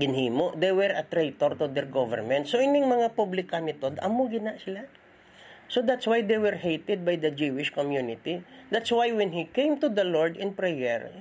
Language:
Hiligaynon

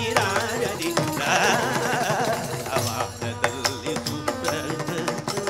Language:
Kannada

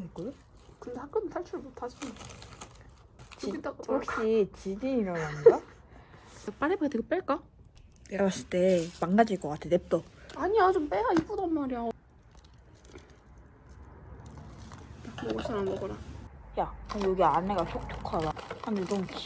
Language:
Korean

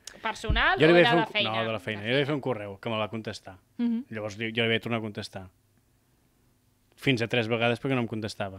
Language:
Catalan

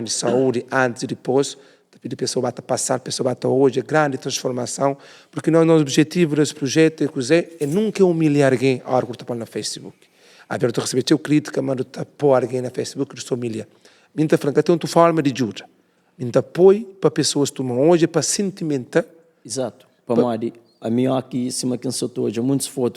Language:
Kabuverdianu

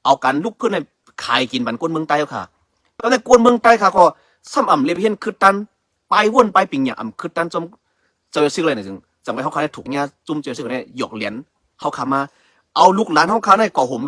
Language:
Shan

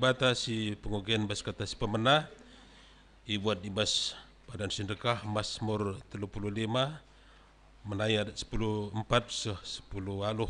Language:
Batak Karo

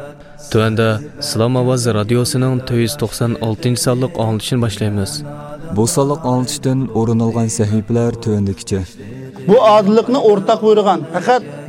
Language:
Uyghur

